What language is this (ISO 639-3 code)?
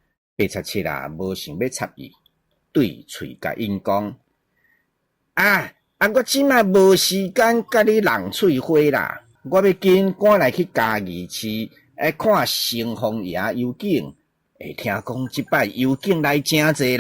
nan